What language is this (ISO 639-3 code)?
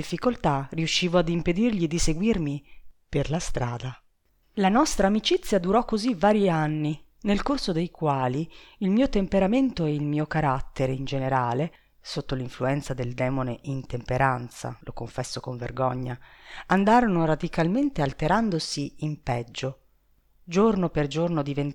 ita